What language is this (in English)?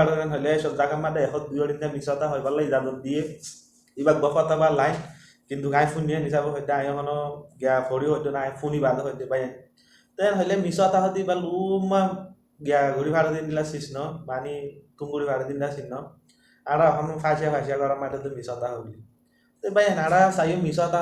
Rohingya